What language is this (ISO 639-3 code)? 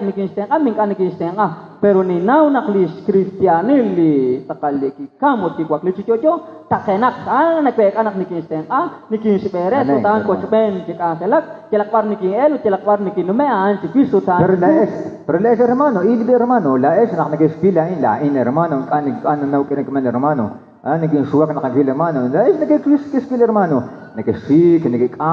kek